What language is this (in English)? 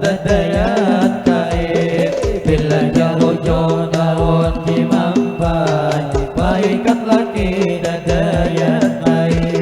Banjar